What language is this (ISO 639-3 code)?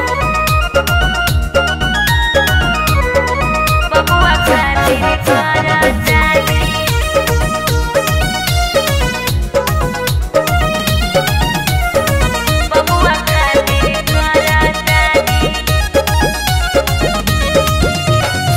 bho